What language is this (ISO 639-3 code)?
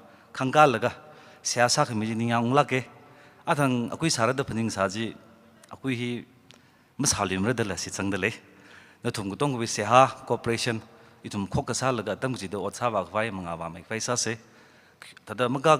nmf